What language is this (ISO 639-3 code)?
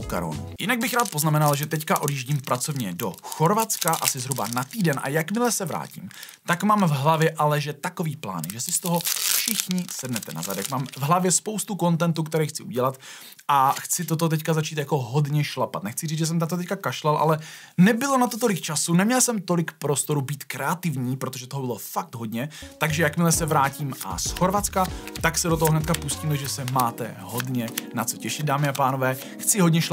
ces